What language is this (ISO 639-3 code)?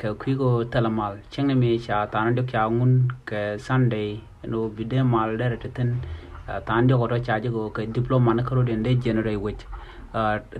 nus